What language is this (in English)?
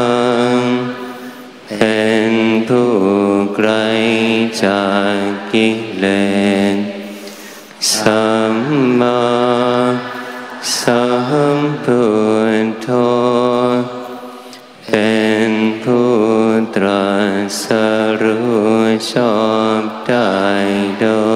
Thai